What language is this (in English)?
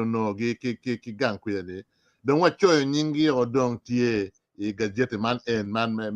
Acoli